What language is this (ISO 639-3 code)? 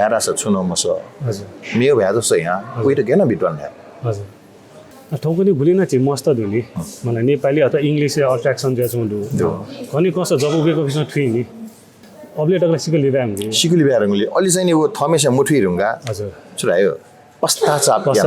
new